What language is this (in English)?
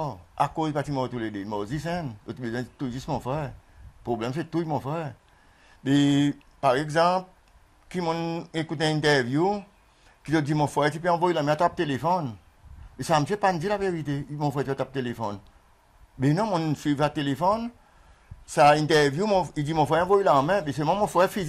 Seselwa Creole French